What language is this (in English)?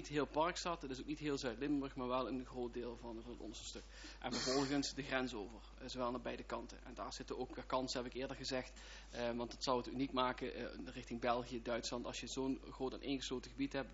Dutch